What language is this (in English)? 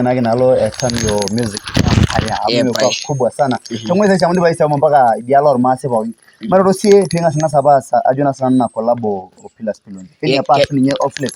Masai